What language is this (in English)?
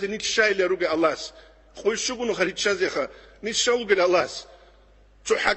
Avaric